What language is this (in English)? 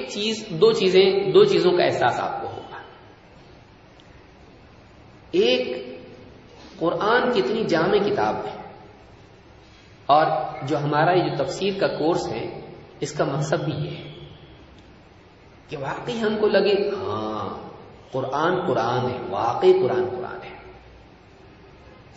Urdu